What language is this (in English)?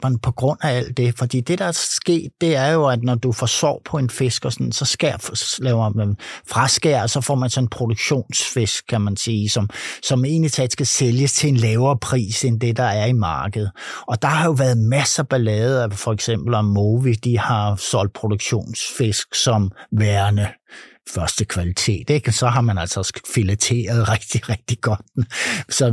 Danish